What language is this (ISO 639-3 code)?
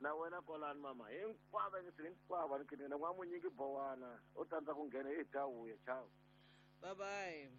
tso